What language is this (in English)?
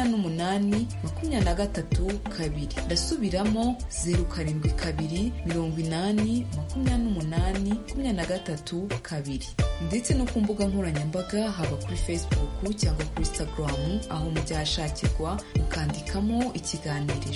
Kinyarwanda